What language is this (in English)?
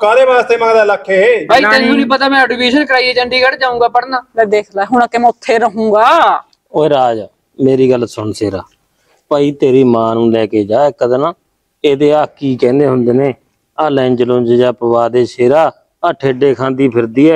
Punjabi